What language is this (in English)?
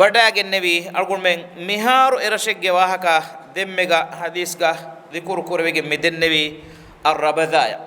Divehi